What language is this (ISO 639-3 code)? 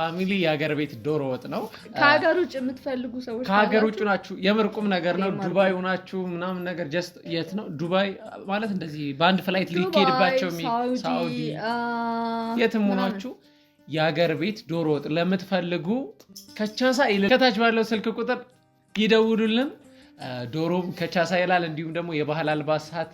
amh